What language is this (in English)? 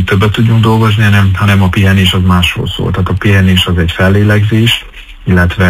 Hungarian